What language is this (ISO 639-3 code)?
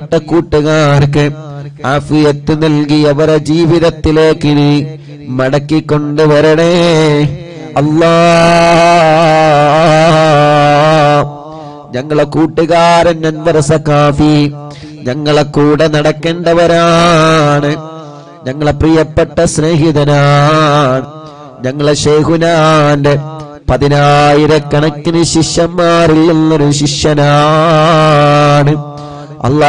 mal